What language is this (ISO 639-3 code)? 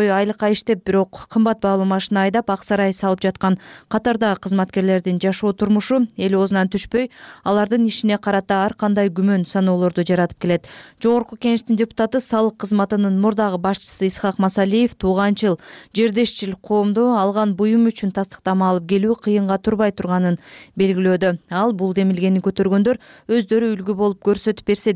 kir